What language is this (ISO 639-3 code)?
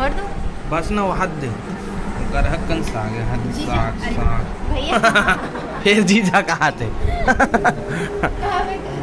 hne